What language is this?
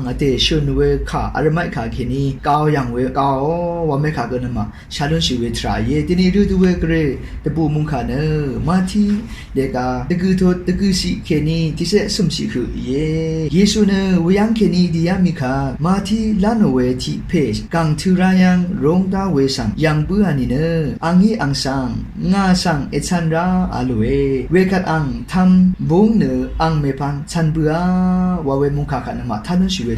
Rawang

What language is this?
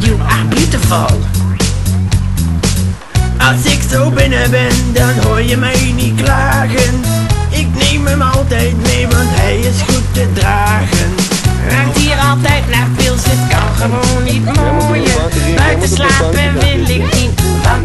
Dutch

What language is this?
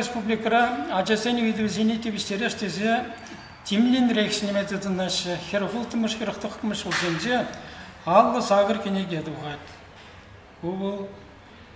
Chuvash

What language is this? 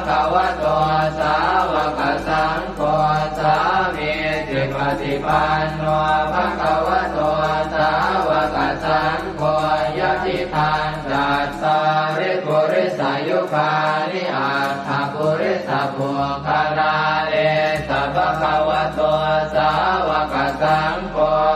Pali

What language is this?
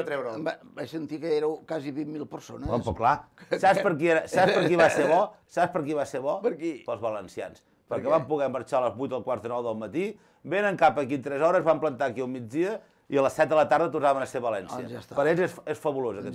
Catalan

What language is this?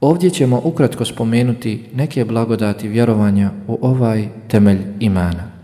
Bosnian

